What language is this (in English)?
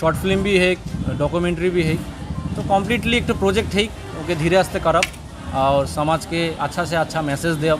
Sadri